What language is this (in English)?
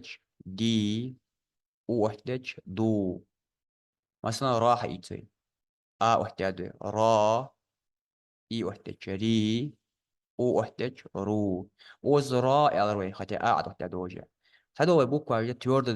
Ingush